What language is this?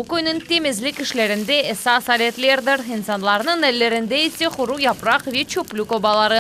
Crimean Tatar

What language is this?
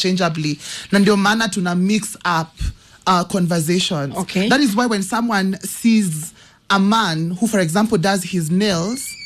Swahili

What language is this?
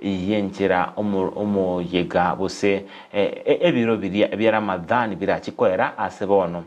Gusii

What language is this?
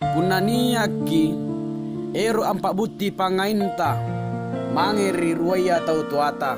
Makasar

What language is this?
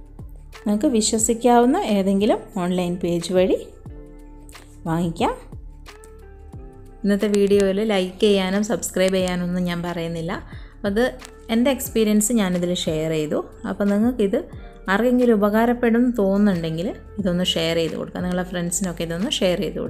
Malayalam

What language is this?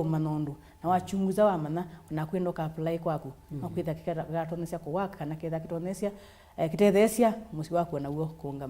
Kamba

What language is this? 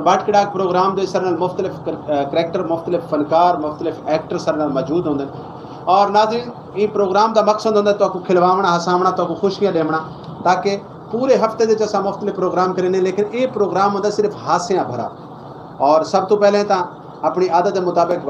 Saraiki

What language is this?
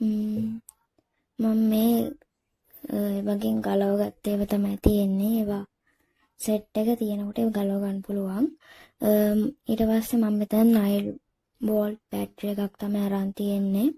Sinhala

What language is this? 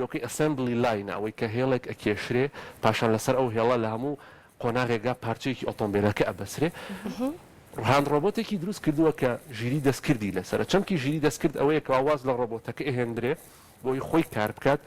Central Kurdish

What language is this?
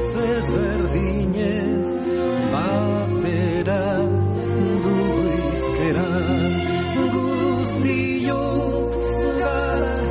Basque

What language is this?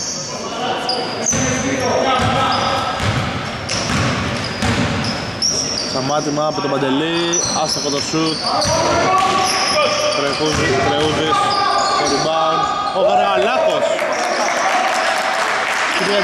Greek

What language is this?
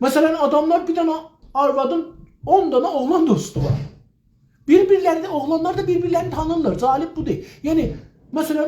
South Azerbaijani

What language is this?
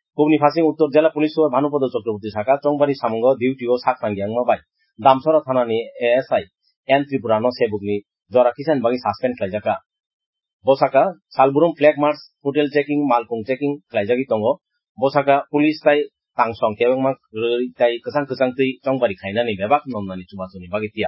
Kok Borok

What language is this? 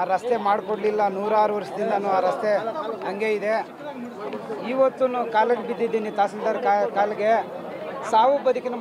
Kannada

